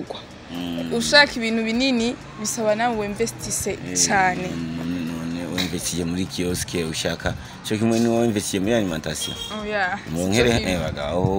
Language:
Rundi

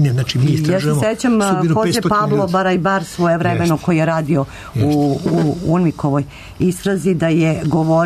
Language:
Serbian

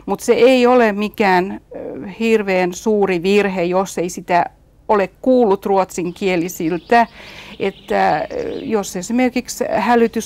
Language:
Finnish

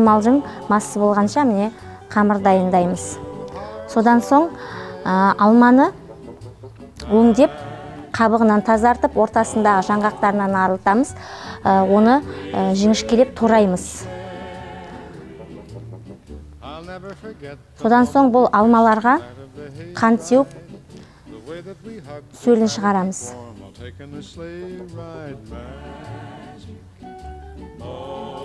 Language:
Kazakh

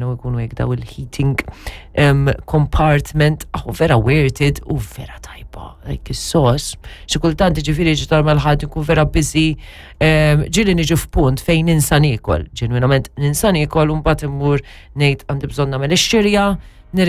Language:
Maltese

